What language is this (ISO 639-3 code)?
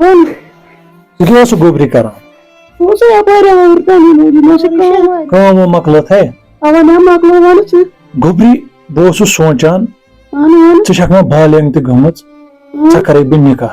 kas